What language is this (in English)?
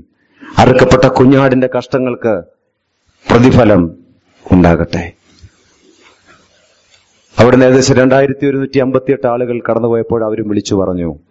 Malayalam